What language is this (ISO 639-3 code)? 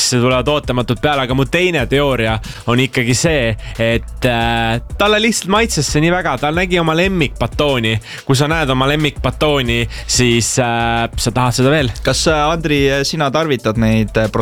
est